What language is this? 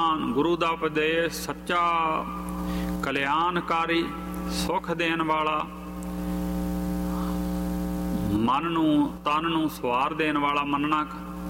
Punjabi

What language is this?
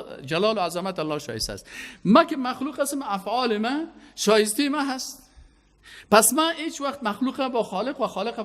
Persian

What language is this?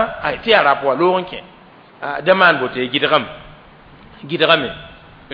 Mossi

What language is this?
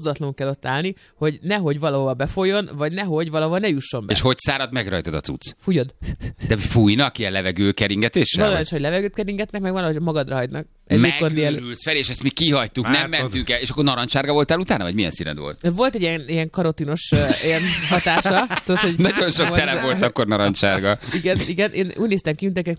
Hungarian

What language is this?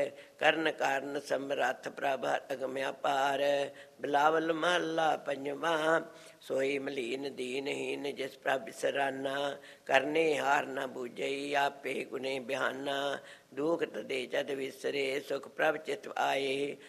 Punjabi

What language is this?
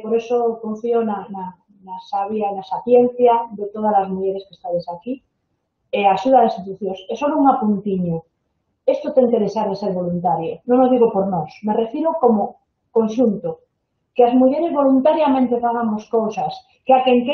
Galician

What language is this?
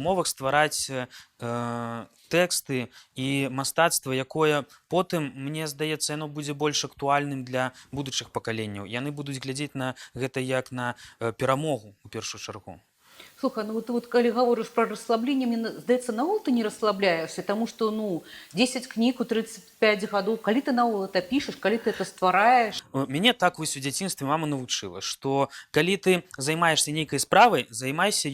Belarusian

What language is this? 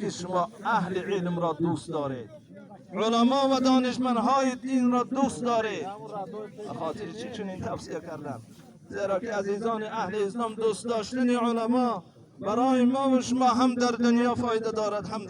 Tajik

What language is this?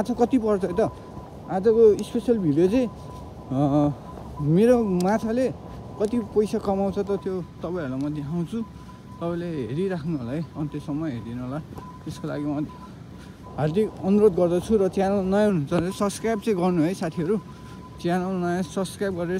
Nepali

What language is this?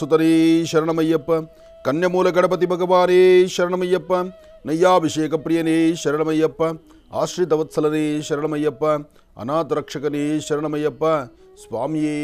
Kannada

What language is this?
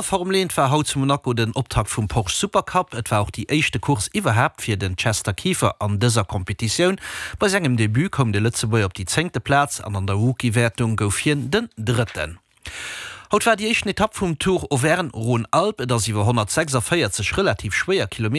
Luxembourgish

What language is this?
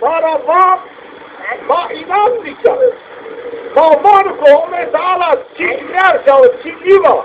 Zaza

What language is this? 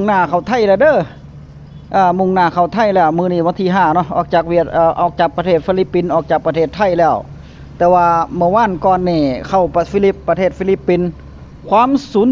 Northeastern Thai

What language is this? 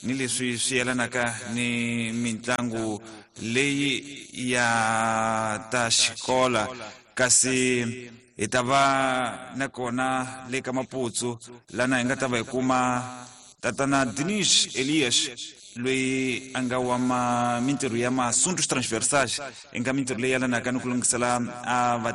Tsonga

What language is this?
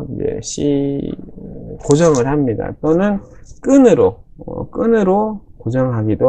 Korean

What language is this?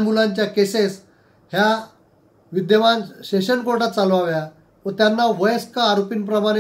Marathi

